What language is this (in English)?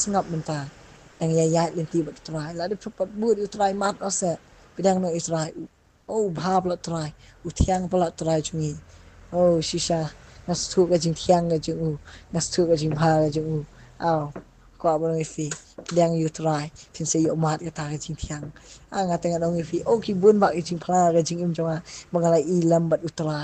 Khasi